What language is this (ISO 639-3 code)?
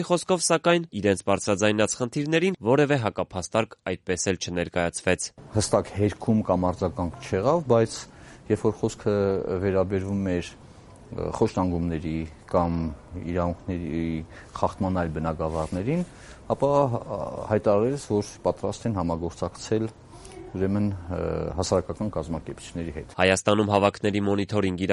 hye